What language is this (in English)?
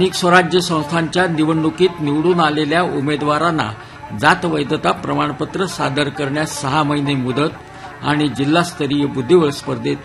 Marathi